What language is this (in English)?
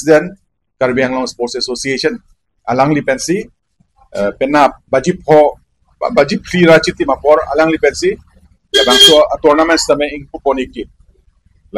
Karbi